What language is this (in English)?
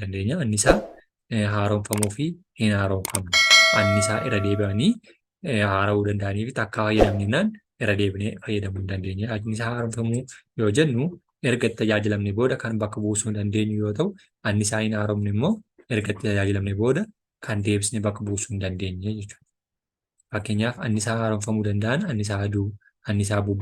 Oromo